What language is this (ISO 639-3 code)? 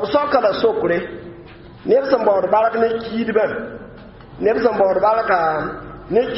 mos